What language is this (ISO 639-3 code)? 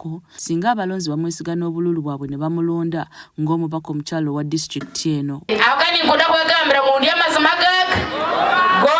lug